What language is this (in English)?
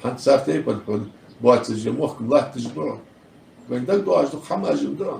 Ingush